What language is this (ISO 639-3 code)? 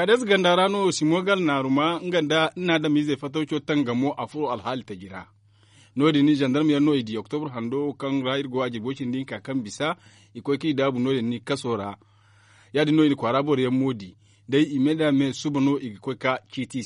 dje